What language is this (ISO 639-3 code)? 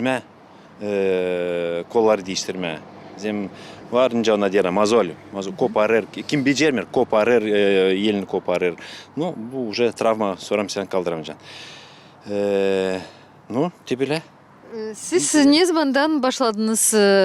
gag